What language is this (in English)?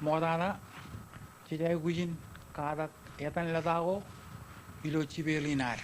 Marshallese